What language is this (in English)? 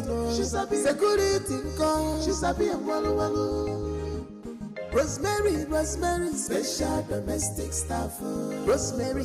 Nigerian Pidgin